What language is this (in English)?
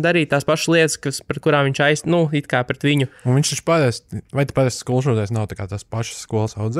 Latvian